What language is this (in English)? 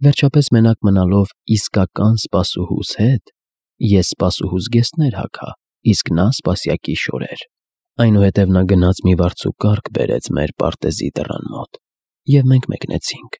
Armenian